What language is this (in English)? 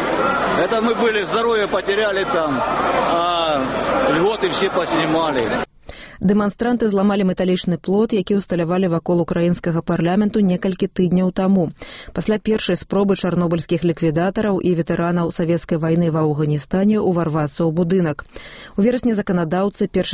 Belarusian